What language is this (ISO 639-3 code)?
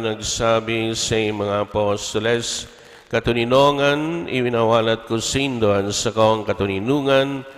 bik